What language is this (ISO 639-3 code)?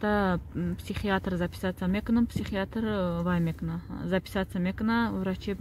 tgk